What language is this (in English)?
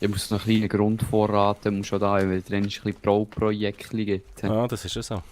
Swiss German